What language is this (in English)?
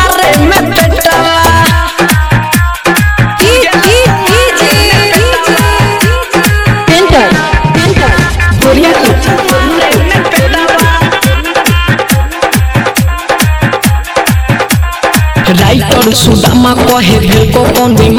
Bhojpuri